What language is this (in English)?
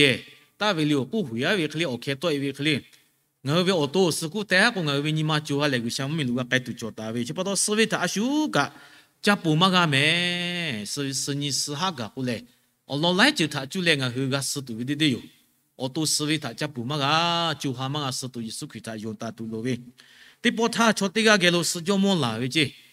Lahu